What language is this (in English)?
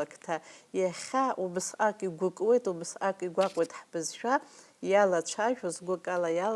Abkhazian